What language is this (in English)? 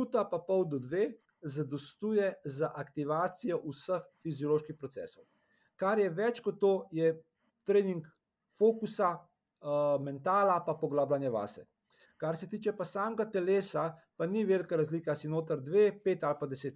Slovenian